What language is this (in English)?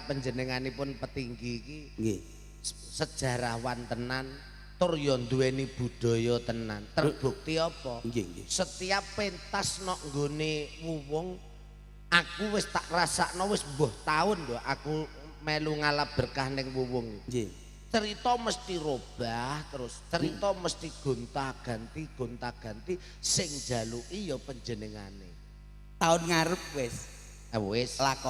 Javanese